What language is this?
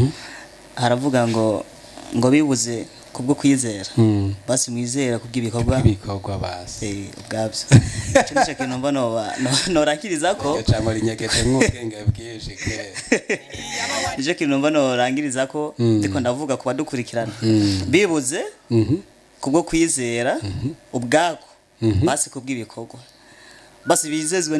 Rundi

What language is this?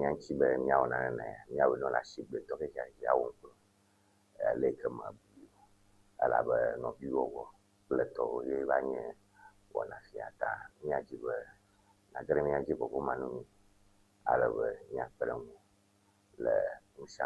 Ewe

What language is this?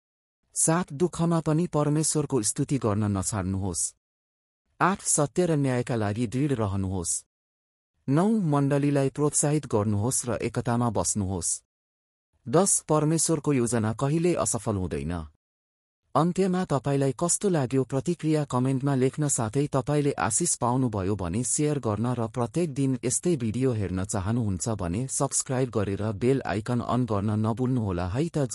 Nepali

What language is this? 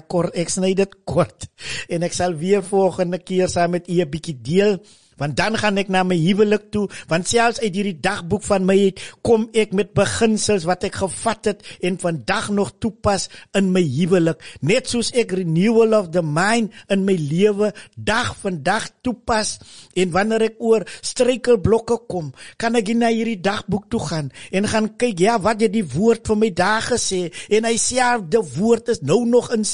Afrikaans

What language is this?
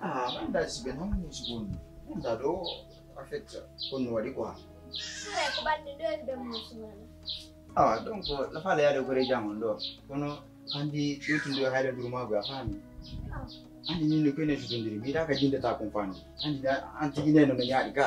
Pular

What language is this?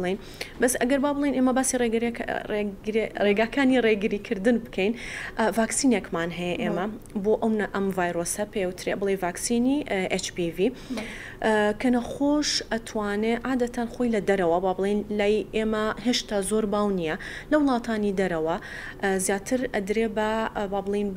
Central Kurdish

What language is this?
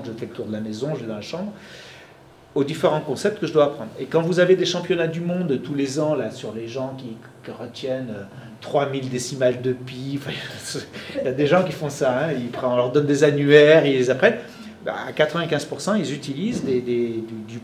French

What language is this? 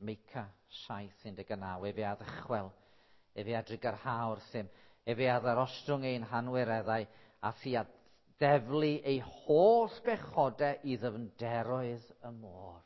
Welsh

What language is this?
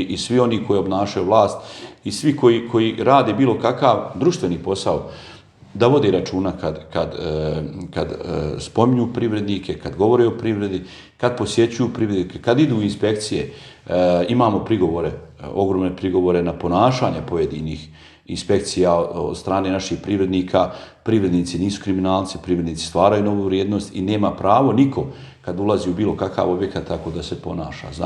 Bosnian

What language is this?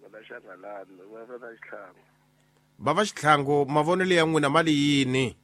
Tsonga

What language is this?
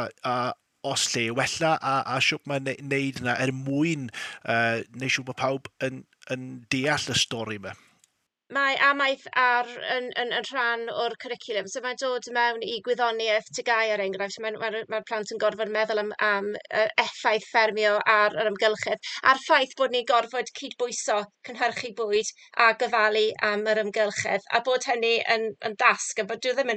Welsh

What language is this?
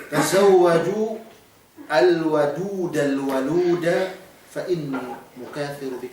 Yakan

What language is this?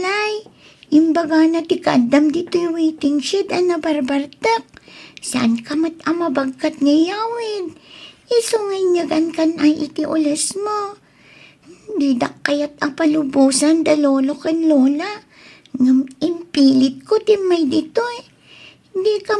Iloko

